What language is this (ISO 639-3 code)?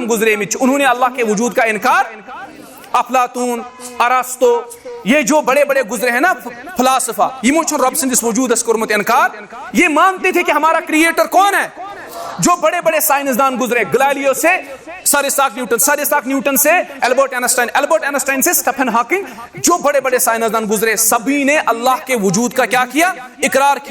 kas